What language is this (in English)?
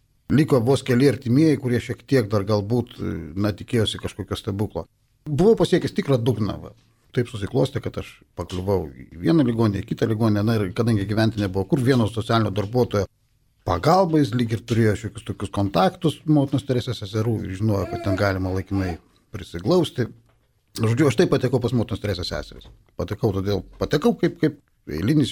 Lithuanian